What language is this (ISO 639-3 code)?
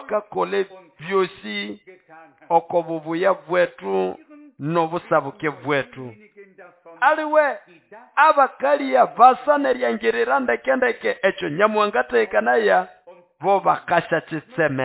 nnb